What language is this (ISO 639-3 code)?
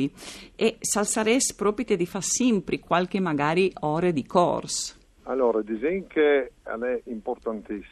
fur